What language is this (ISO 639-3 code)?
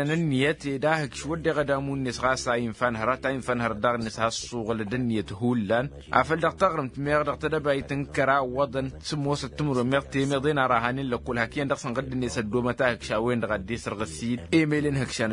taq